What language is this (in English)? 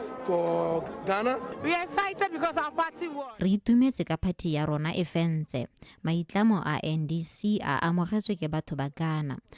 Tswana